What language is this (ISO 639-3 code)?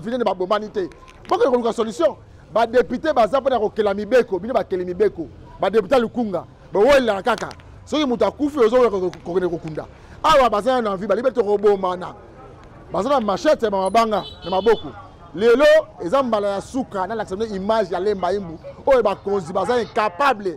lin